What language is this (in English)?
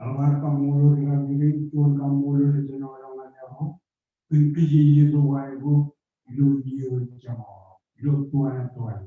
Marshallese